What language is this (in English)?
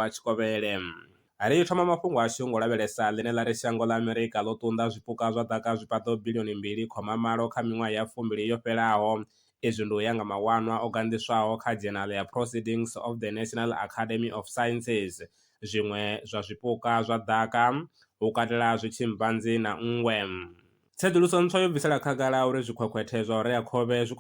Venda